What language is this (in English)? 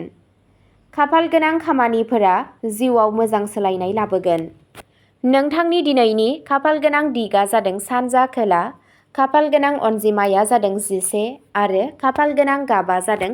Bodo